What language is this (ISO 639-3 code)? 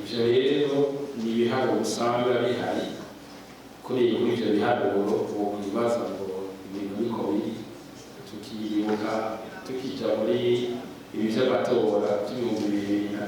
run